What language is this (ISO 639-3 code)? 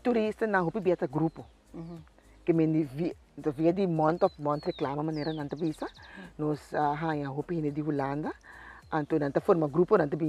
pap